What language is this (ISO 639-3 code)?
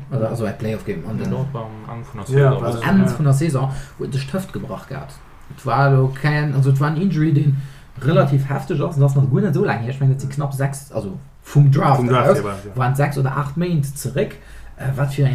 ltz